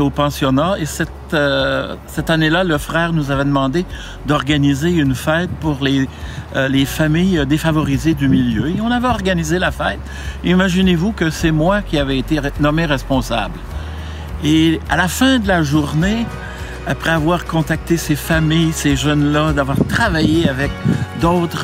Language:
French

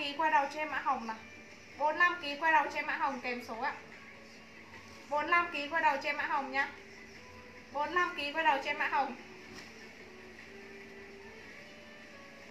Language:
Vietnamese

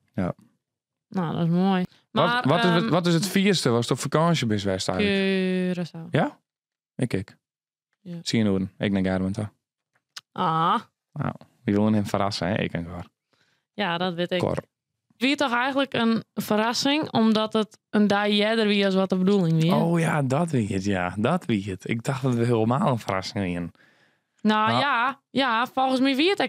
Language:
Western Frisian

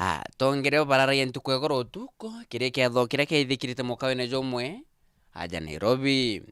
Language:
Meru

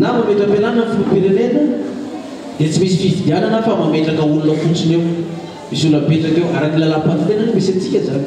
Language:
Malagasy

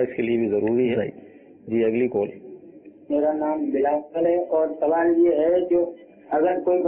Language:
Urdu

